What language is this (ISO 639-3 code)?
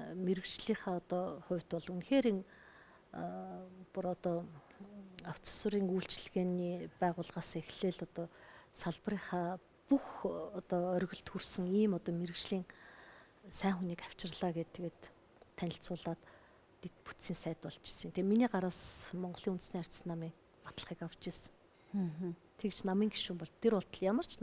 mon